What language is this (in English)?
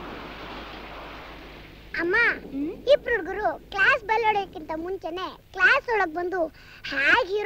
Kannada